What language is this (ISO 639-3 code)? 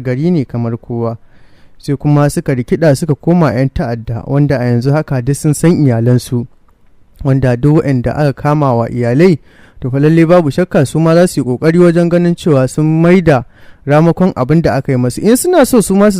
hau